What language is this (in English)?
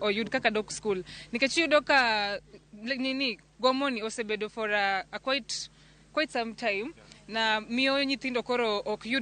Luo (Kenya and Tanzania)